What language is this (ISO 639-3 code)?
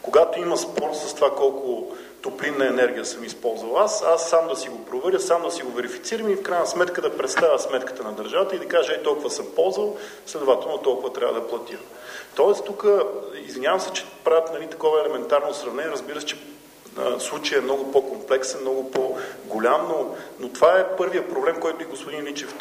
bul